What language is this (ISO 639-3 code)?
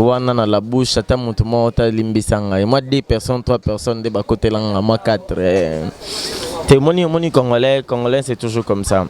lin